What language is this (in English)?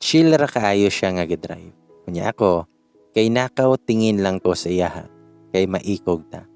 Cebuano